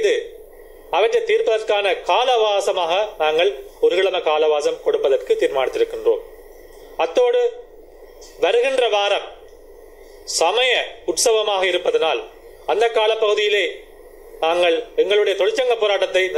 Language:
Tamil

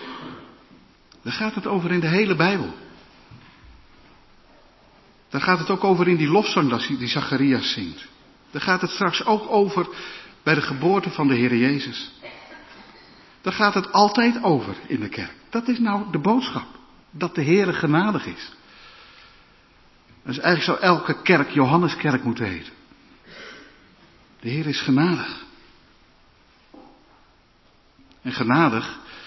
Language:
Dutch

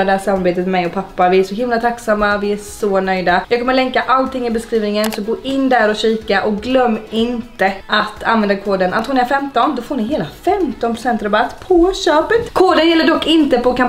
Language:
Swedish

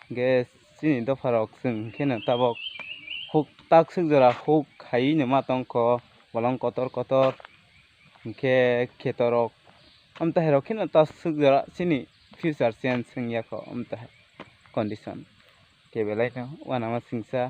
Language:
Kok Borok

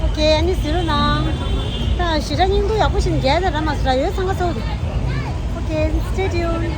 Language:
Tibetan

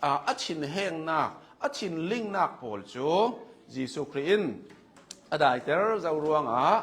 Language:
Hakha Chin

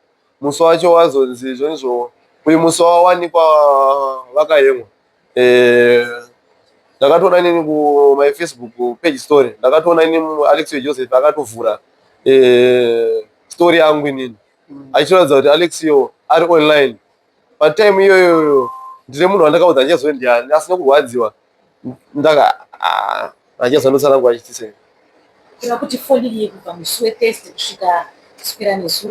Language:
Shona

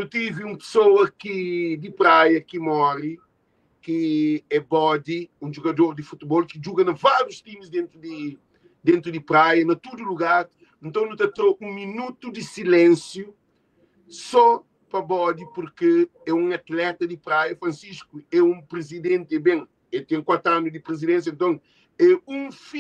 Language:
Kabuverdianu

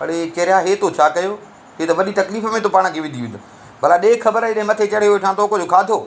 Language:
Sindhi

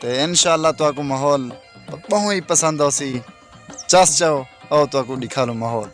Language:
Saraiki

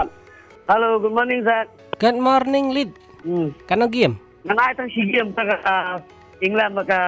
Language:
Malay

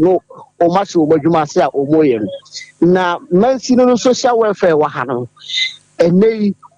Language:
Akan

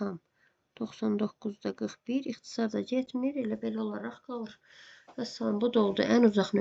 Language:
Azerbaijani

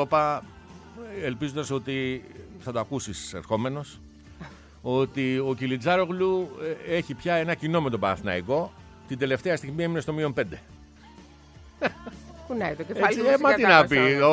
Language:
Greek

